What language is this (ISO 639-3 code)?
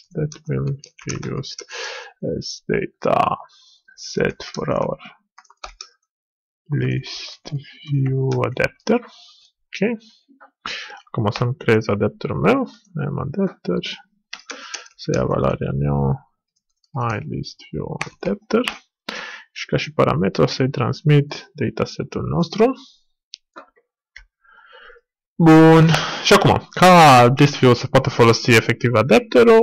ron